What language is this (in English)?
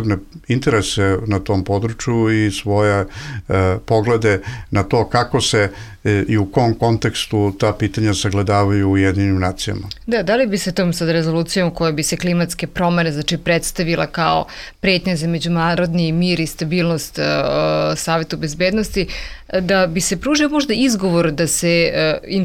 Bosnian